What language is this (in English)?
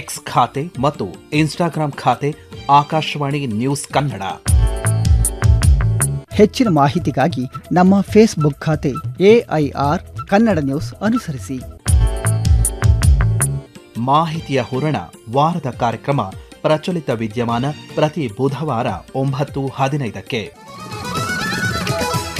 Kannada